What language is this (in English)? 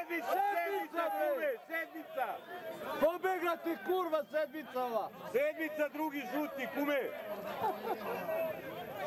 Serbian